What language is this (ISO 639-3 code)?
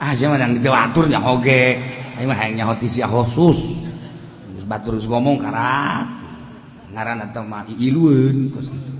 sun